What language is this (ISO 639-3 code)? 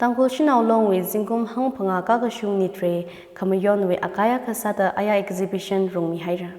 nmf